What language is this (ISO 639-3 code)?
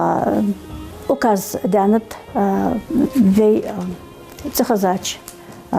inh